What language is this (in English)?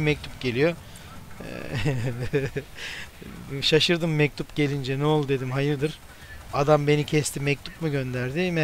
Turkish